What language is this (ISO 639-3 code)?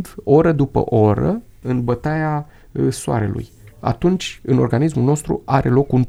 ron